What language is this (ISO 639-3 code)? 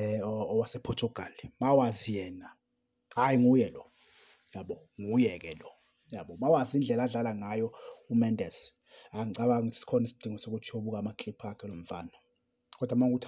zul